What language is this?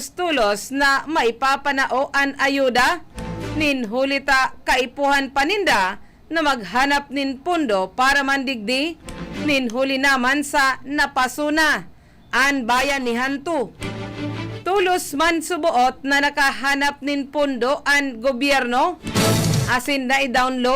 Bikol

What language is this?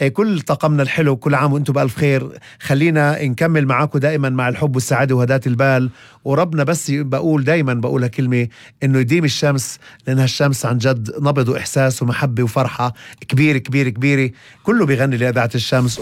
North Levantine Arabic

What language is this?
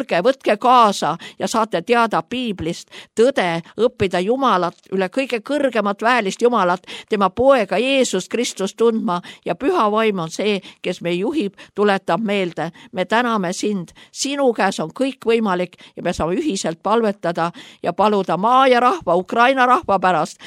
Estonian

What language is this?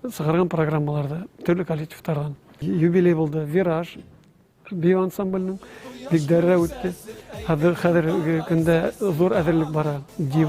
Bashkir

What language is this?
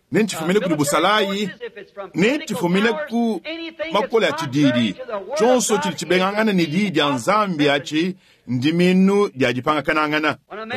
Luba-Lulua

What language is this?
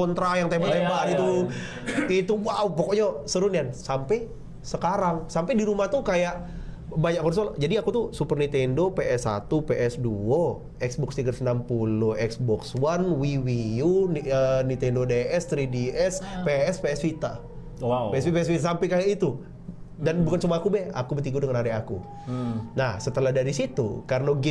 Musi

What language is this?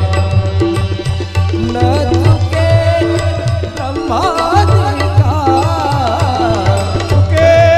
Marathi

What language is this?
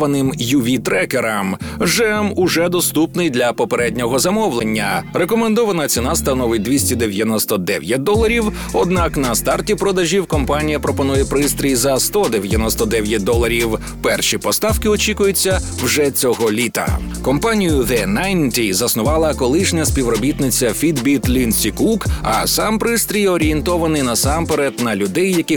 Ukrainian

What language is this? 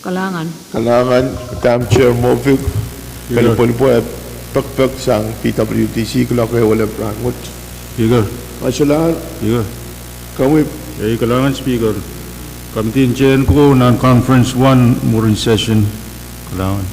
Pohnpeian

